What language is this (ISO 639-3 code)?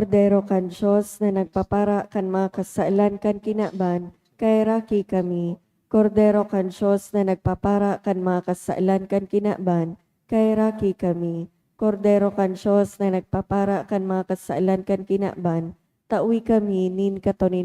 bik